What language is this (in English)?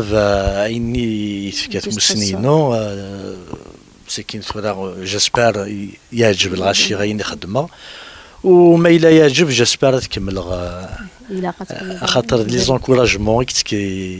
Kabyle